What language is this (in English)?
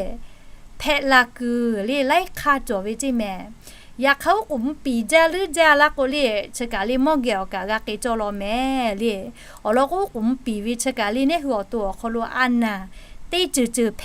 Lahu